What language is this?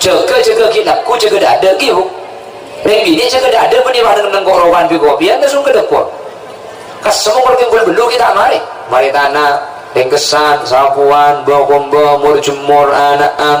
Madurese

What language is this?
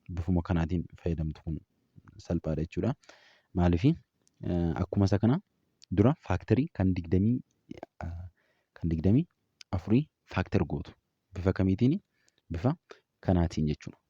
Oromo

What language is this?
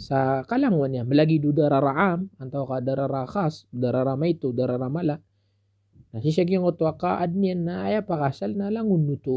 Maranao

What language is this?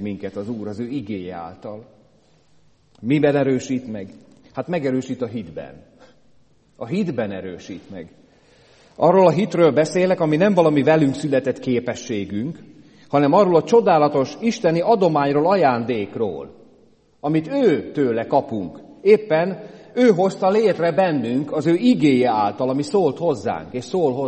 Hungarian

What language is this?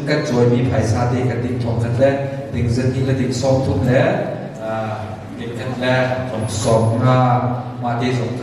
Hakha Chin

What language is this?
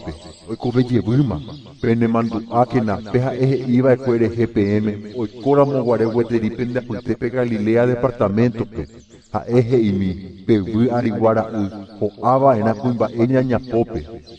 Guarani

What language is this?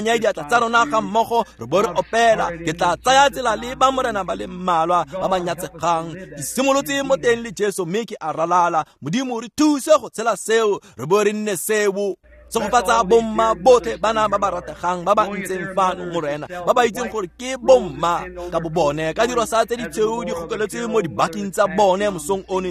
Tswana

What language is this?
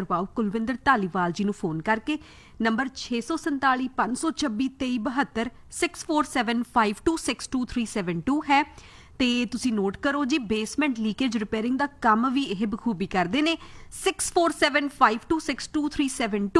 Punjabi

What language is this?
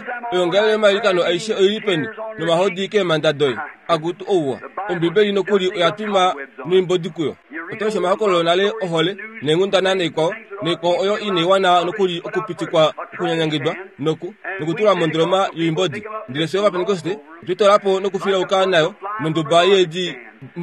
Kuanyama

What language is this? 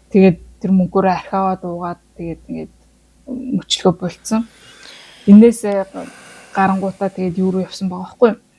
Mongolian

